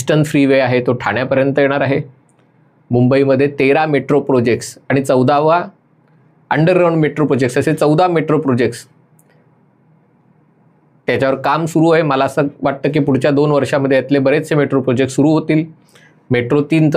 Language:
Marathi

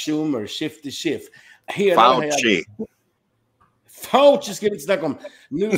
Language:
Swedish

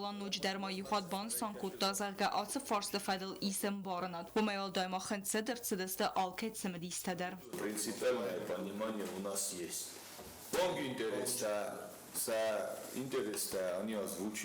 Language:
Ossetic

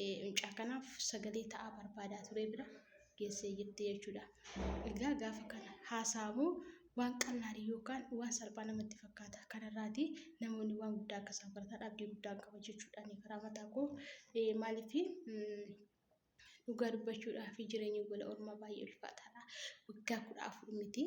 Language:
Oromo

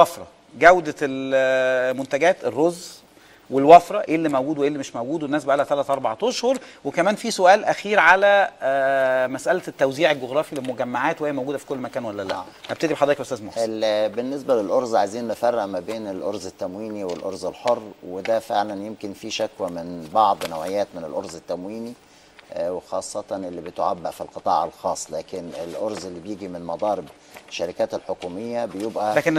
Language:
Egyptian Arabic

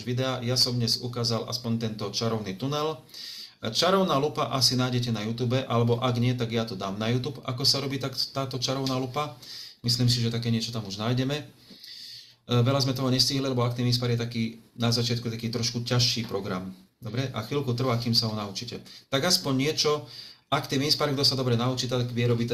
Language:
Slovak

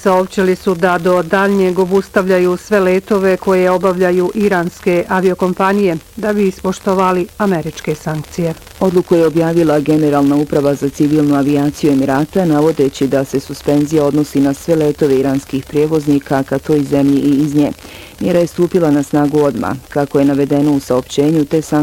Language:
Bosnian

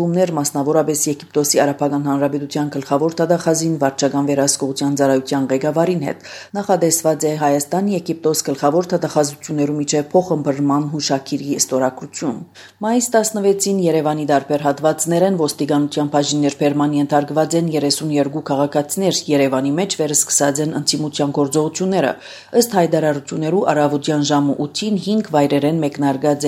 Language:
Armenian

